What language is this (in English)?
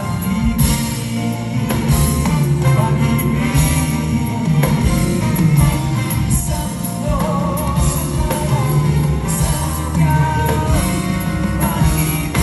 Filipino